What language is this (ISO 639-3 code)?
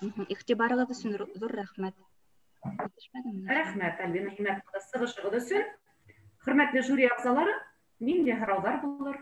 bak